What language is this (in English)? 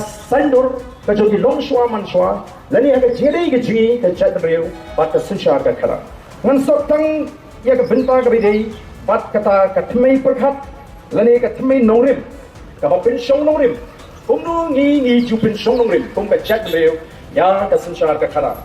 Khasi